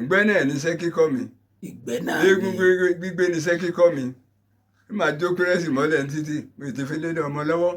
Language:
Yoruba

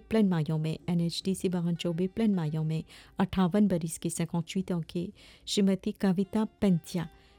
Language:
Bhojpuri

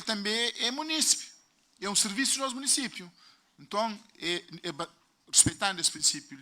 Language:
Kabuverdianu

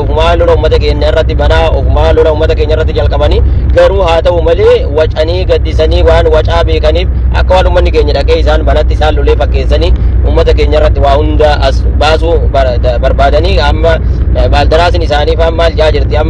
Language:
Oromo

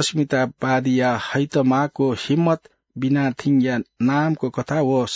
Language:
Newari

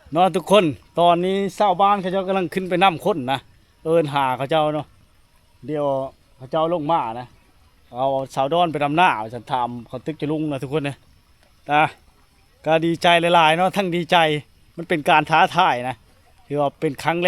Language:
Lao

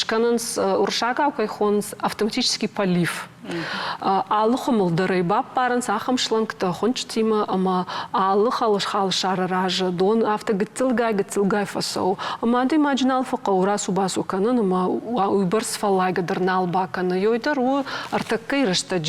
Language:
Ossetic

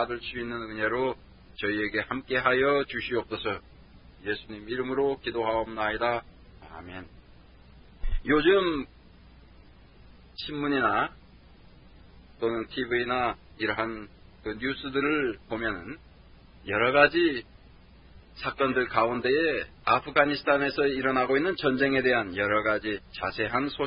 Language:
Korean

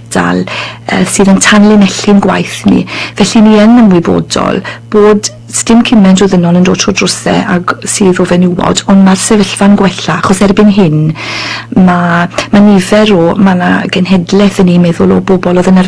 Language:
Welsh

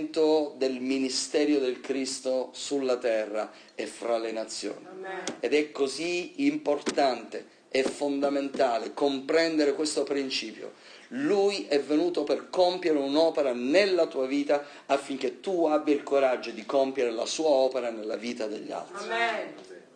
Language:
Italian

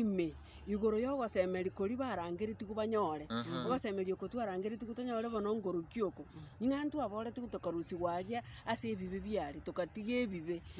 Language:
Gusii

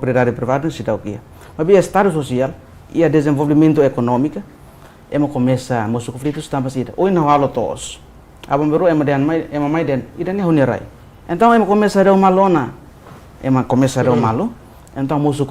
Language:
Tetum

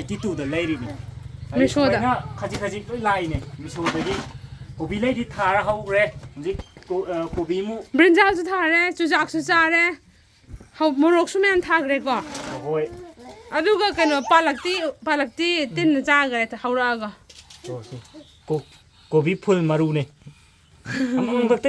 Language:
Manipuri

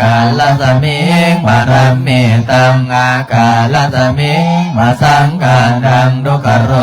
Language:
Lao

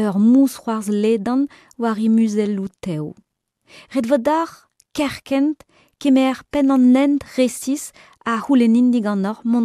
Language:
Breton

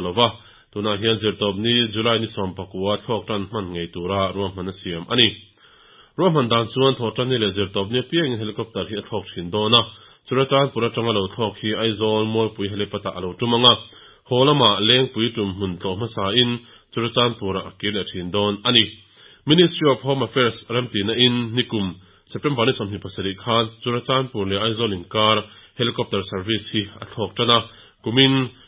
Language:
Mizo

